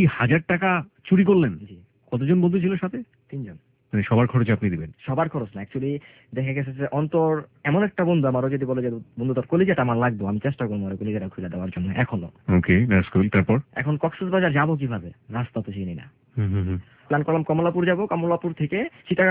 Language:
Bangla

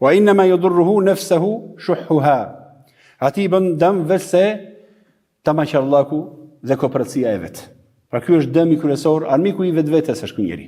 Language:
Albanian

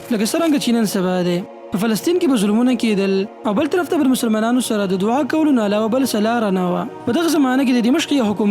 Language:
Pashto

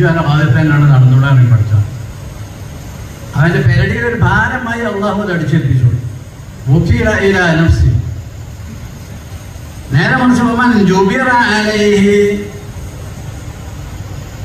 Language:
Malayalam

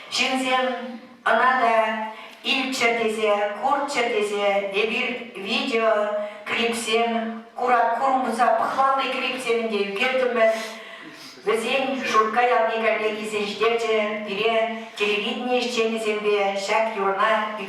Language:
Chuvash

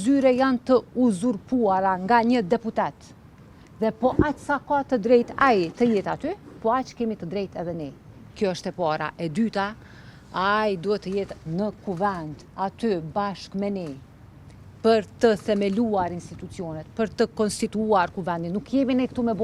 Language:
Albanian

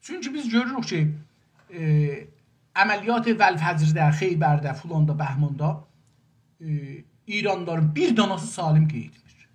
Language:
South Azerbaijani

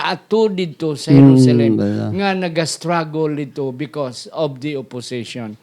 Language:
Hiligaynon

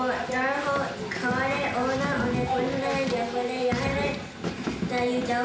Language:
Mohawk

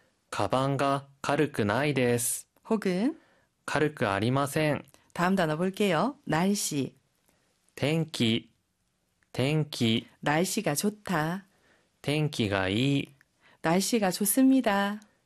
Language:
Korean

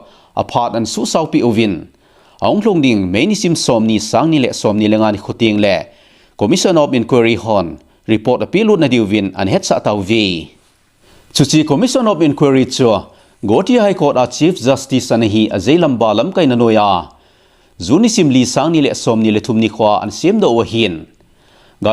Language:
Thado Chin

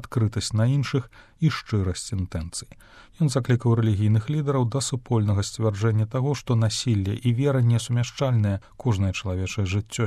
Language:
Belarusian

